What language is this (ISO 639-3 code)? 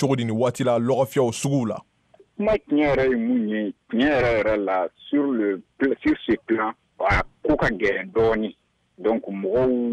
bam